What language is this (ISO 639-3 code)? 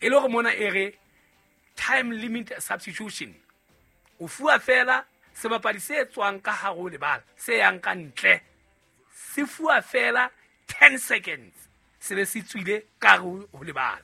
sot